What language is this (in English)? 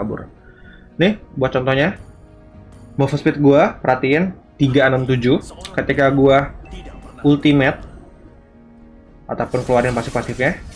Indonesian